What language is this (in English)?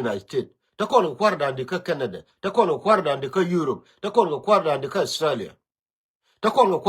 Nuer